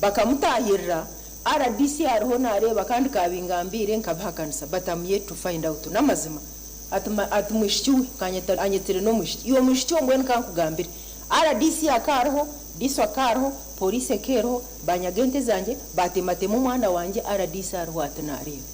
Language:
Nyankole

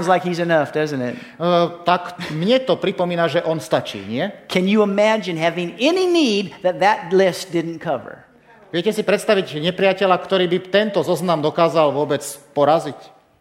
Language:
Slovak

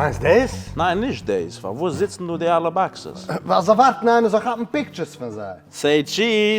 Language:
Yiddish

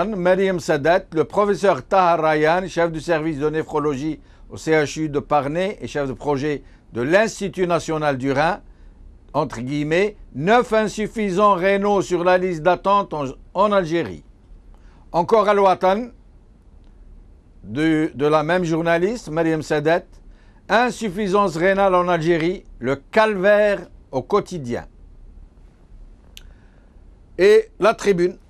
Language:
French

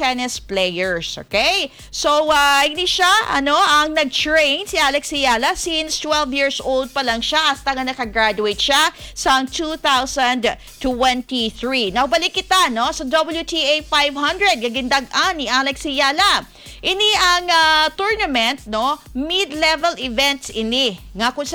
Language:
Hiligaynon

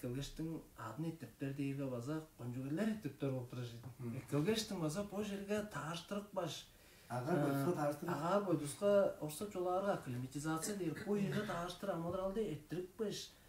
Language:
Tuvinian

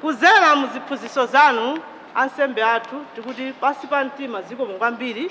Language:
Nyanja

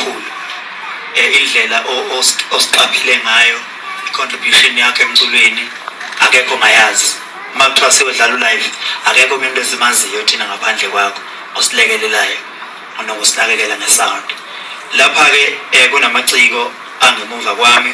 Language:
Zulu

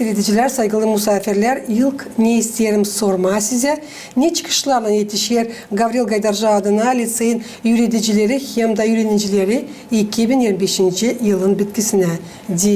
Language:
Gagauz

